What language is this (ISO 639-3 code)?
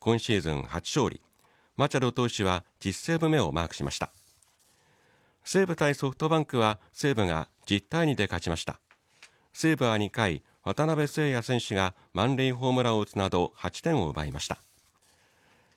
jpn